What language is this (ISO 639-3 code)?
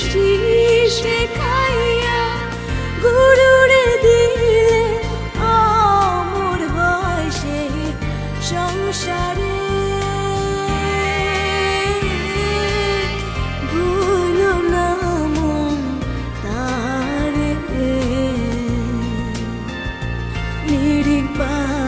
ben